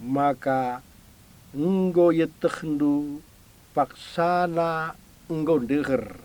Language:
Batak Karo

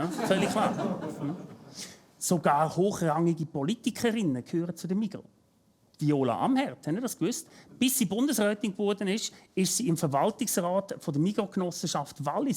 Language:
Swiss German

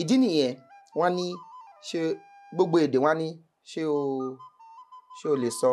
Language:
Yoruba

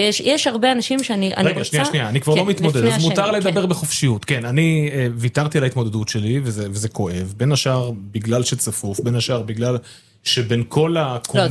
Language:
Hebrew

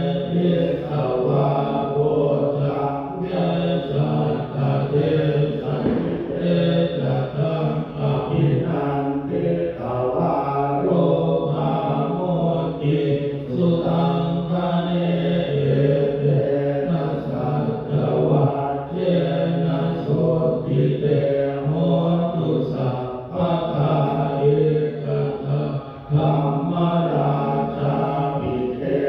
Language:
Pali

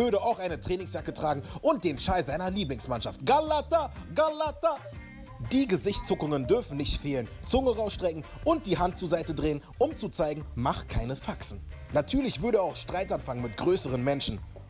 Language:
Swiss German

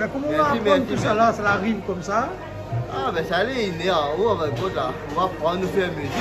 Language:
Réunion Creole French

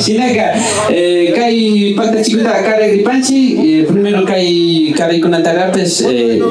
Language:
Imbabura Highland Quichua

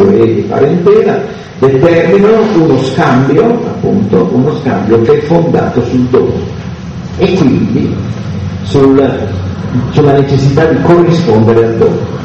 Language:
Italian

